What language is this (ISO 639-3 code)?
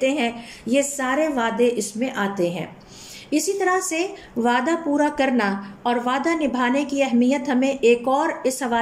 urd